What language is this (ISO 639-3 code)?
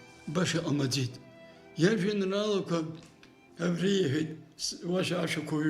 abk